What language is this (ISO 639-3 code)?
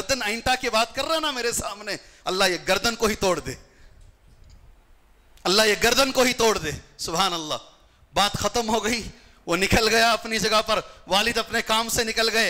urd